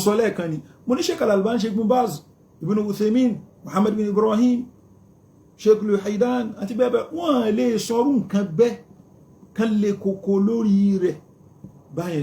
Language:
Yoruba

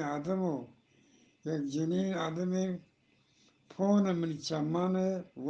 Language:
Eastern Balochi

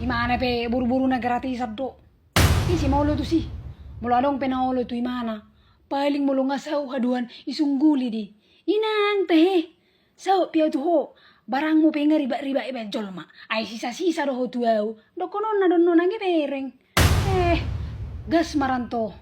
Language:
Batak Toba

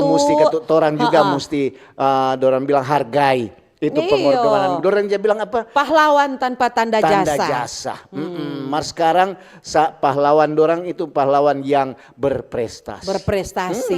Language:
Manado Malay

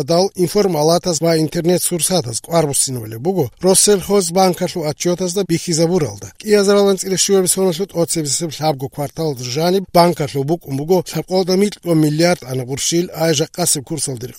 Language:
Avaric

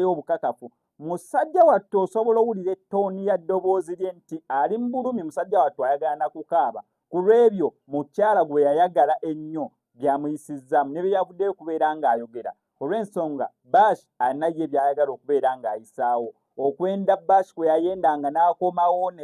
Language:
Ganda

